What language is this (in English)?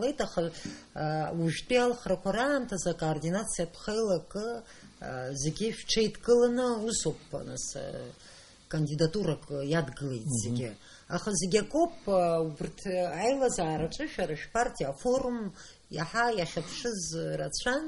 Abkhazian